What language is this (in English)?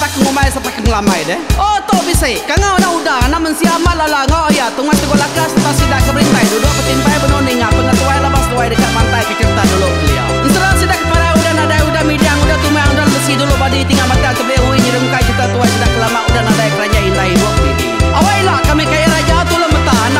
Iban